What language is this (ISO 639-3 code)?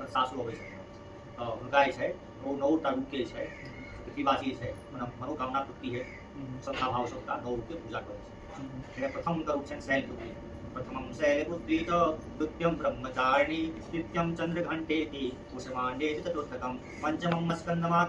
mai